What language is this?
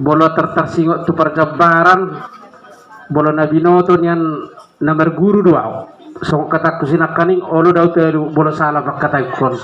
Batak Toba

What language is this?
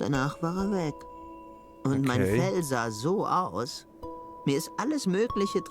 Swiss German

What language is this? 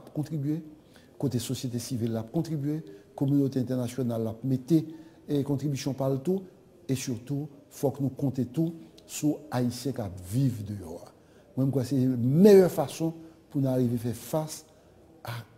Haitian Creole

